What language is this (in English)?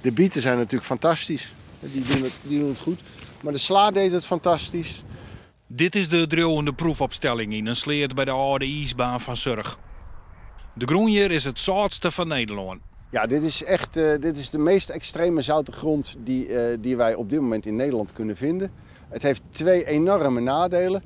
Western Frisian